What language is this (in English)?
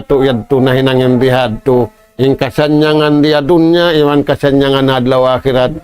Tausug